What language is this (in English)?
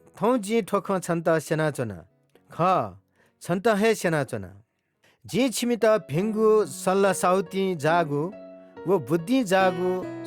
Newari